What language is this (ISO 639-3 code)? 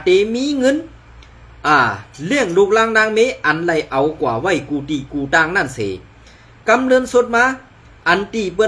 shn